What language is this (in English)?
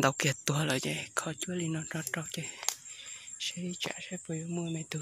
Hmong